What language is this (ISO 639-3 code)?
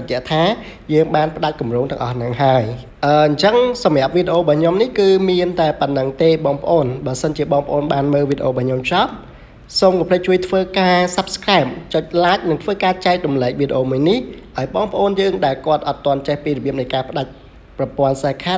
khm